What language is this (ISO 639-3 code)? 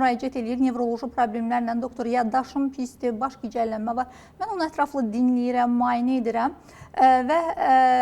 aze